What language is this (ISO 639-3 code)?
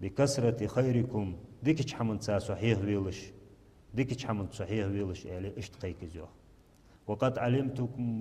inh